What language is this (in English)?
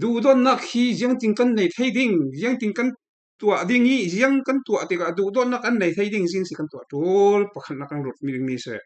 Falam Chin